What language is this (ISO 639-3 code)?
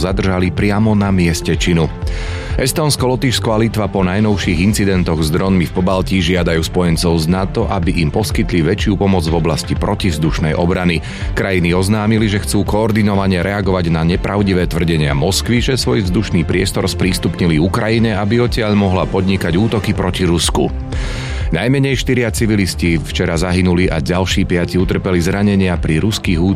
slk